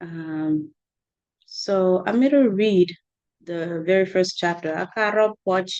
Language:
Acoli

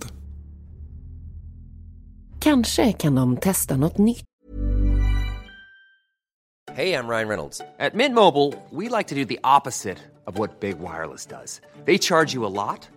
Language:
Swedish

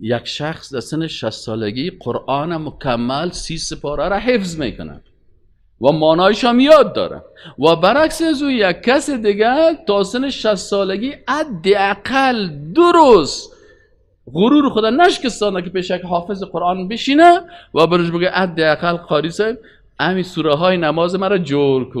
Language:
Persian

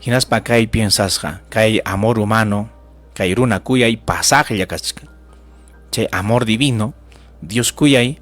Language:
Ayacucho Quechua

